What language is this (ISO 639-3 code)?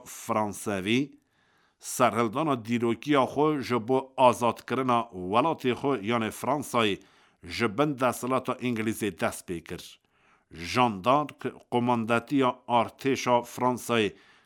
kur